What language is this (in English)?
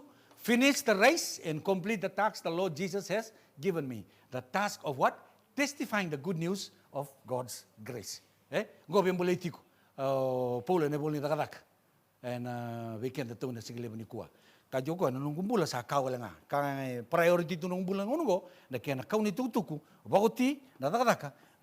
Fijian